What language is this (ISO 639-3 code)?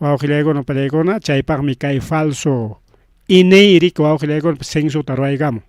quy